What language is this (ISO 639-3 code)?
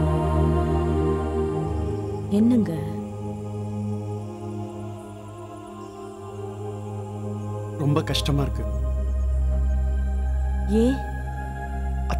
tam